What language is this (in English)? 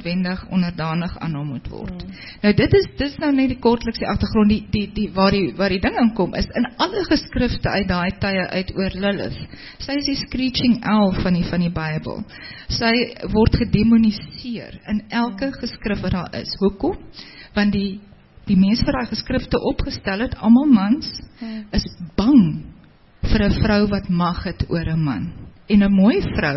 Afrikaans